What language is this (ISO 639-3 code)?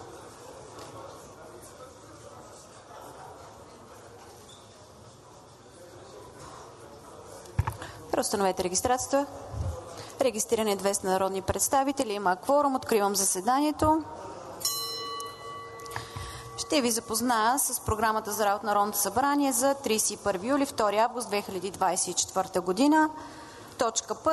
bul